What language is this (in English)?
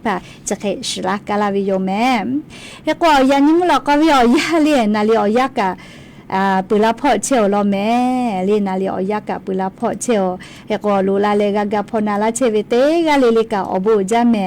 Lahu